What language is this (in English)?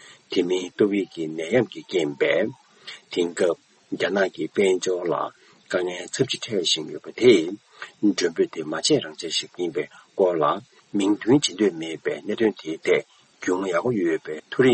Tibetan